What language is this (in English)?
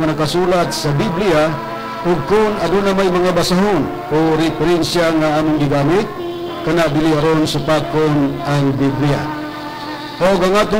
Cebuano